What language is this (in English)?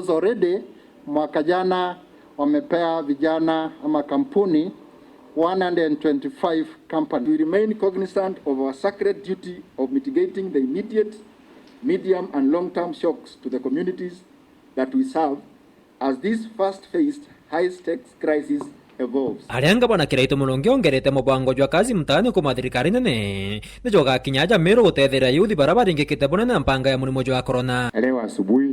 Meru